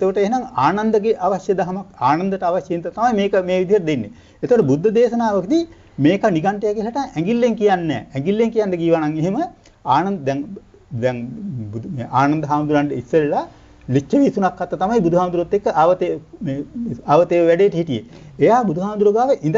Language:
Sinhala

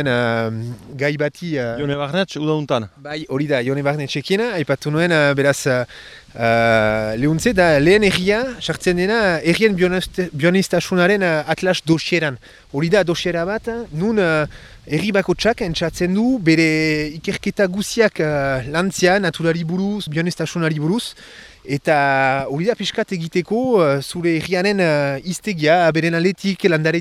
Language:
Basque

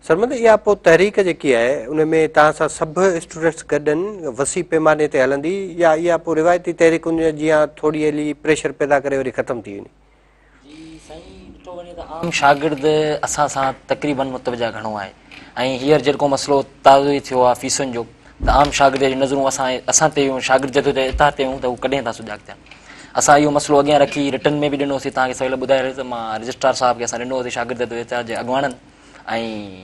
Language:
Sindhi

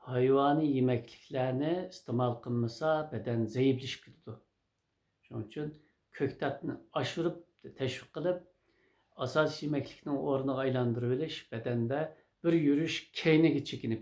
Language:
Uyghur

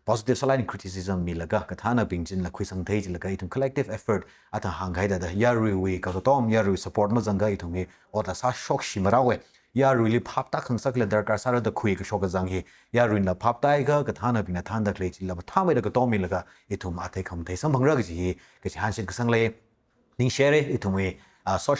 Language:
Tangkhul Naga (India)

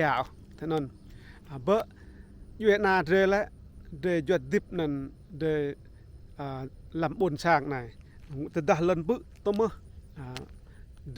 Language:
Rade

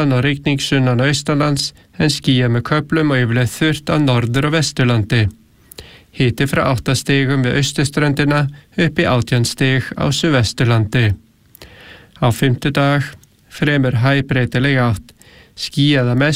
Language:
Icelandic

